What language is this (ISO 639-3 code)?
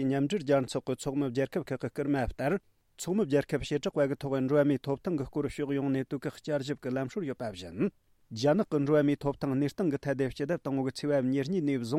bod